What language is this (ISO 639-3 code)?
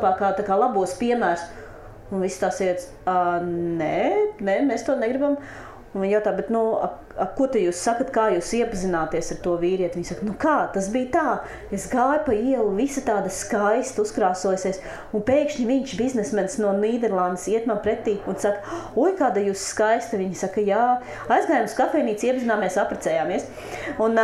lav